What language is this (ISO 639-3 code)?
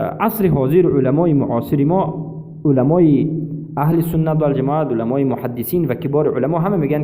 fas